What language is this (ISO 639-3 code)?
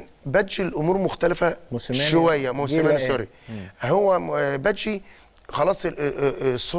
arz